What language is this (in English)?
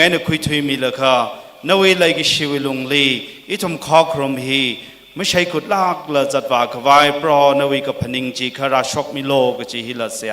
Tangkhul Naga (India)